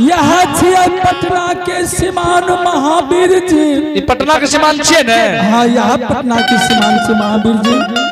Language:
Angika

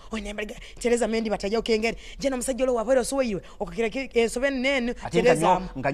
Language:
Nyoro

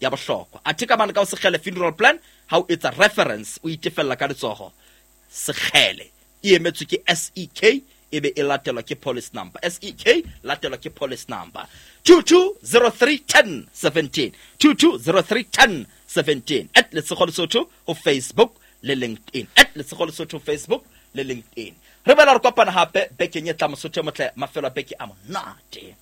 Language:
Southern Sotho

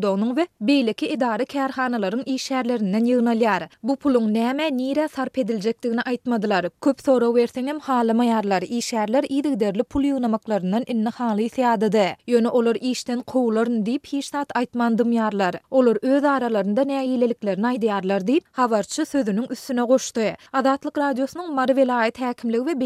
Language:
Turkmen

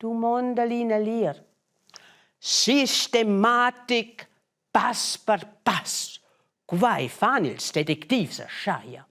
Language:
Romansh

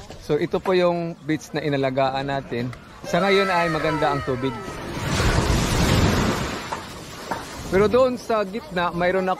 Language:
Filipino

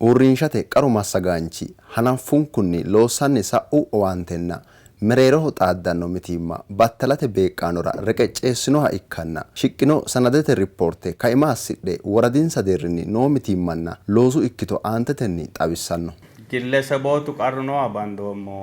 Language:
Sidamo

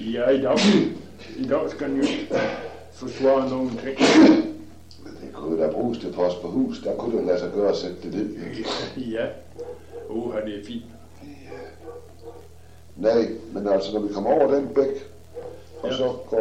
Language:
Danish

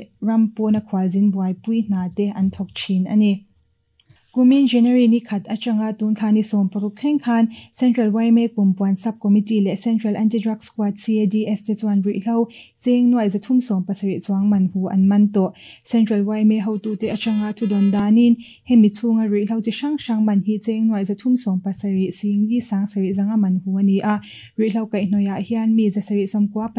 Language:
Mizo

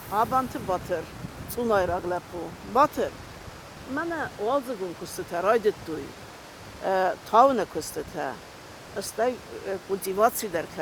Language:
Ossetic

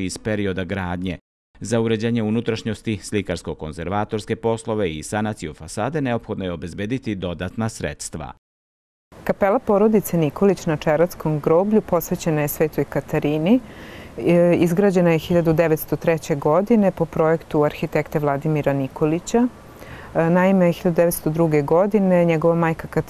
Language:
Serbian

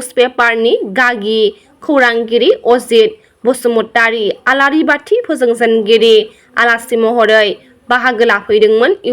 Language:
Bodo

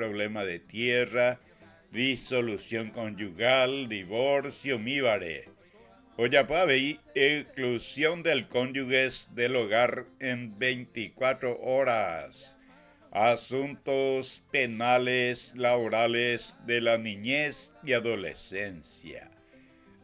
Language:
Guarani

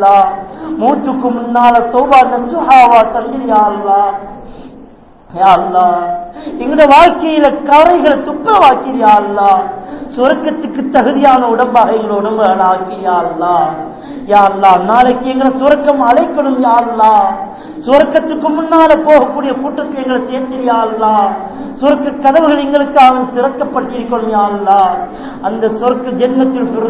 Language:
Tamil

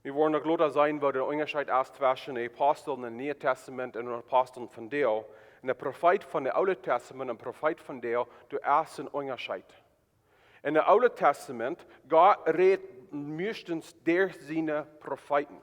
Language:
Plautdietsch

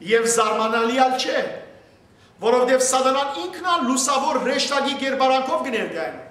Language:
Western Armenian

